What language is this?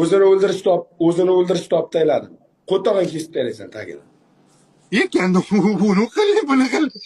Uzbek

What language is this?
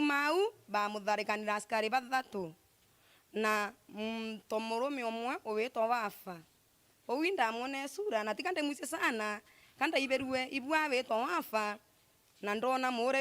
Meru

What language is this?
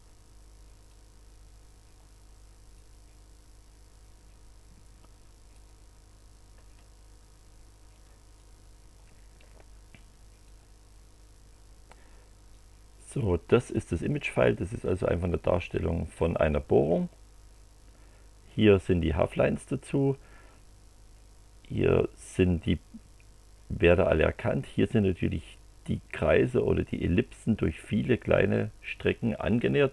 German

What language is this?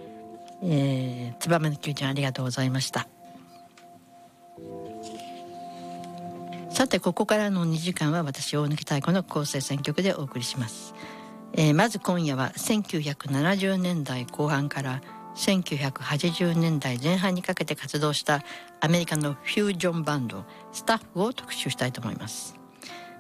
Japanese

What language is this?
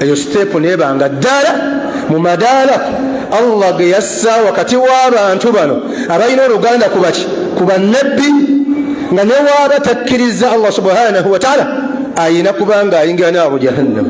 Ganda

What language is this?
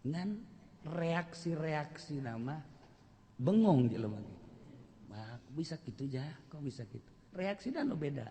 Sundanese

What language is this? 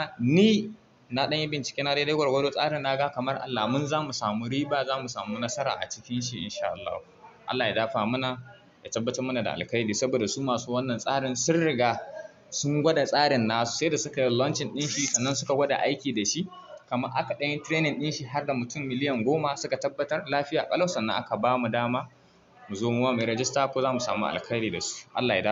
Hausa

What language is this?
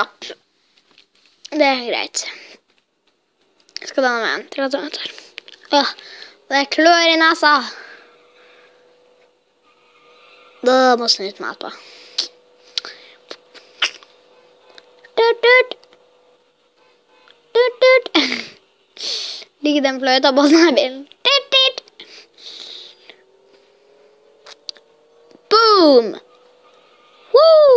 Norwegian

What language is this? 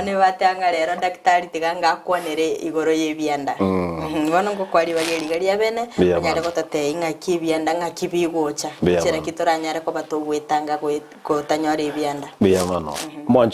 Gusii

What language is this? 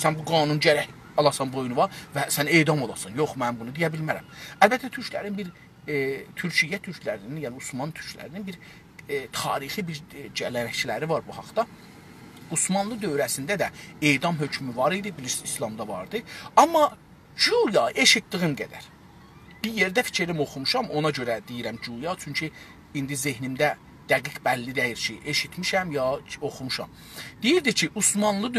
South Azerbaijani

